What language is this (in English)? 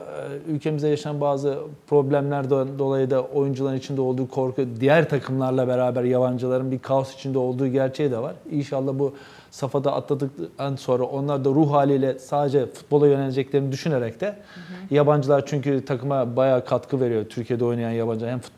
Turkish